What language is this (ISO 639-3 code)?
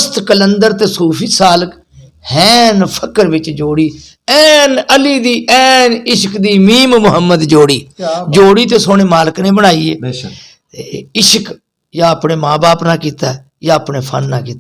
skr